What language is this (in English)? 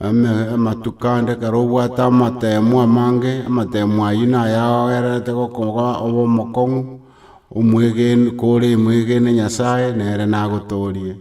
Gusii